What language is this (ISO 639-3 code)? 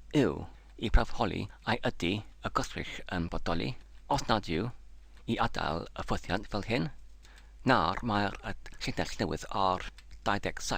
cym